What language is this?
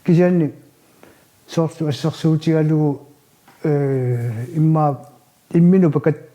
Kalaallisut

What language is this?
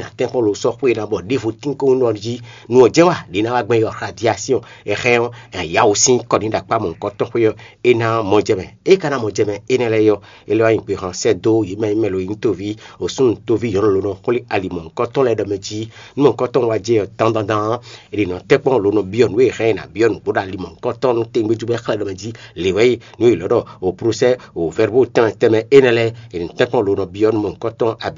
Fon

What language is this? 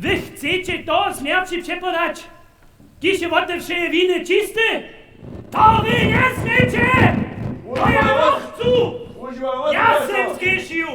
Upper Sorbian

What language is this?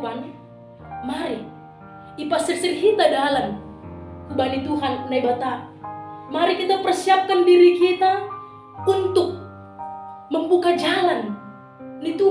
Batak Simalungun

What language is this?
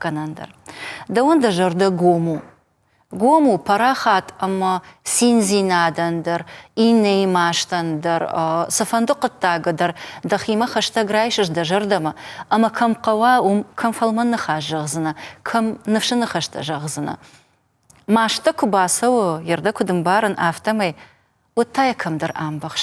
Ossetic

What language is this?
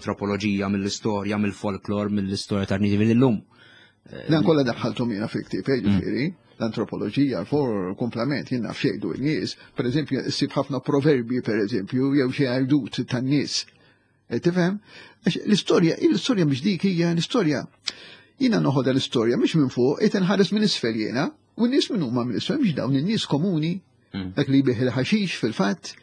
Maltese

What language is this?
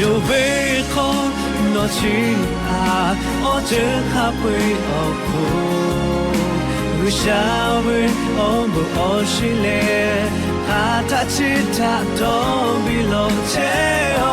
Lahu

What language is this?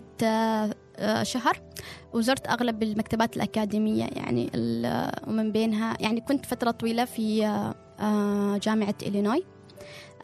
Gulf Arabic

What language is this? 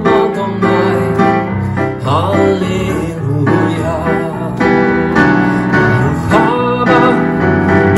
Finnish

